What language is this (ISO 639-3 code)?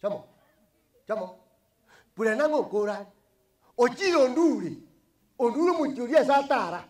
guz